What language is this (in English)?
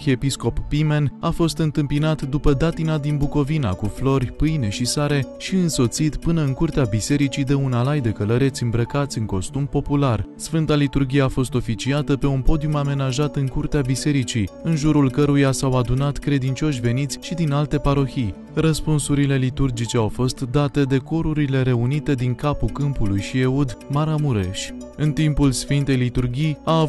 Romanian